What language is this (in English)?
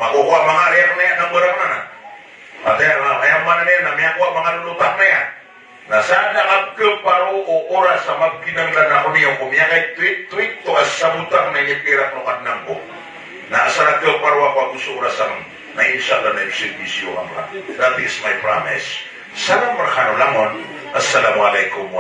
Maranao